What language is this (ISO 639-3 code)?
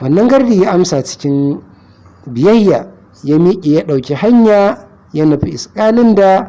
hau